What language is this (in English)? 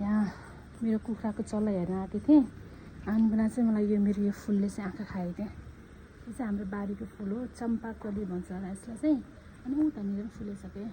Nepali